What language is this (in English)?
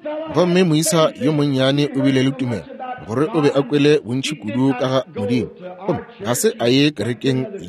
Northern Sotho